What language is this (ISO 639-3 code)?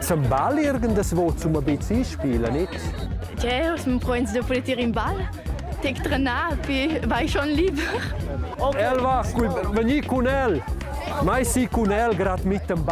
roh